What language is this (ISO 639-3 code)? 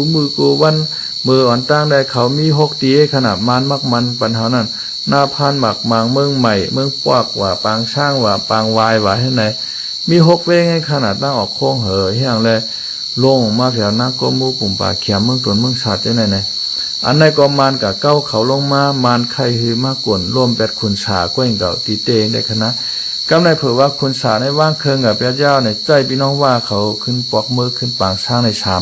shn